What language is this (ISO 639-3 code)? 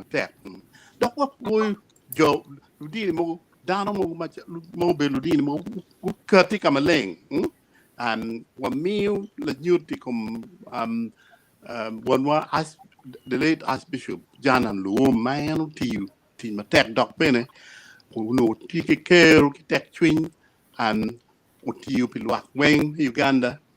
ach